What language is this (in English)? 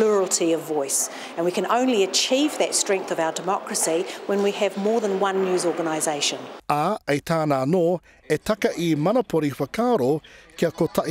Māori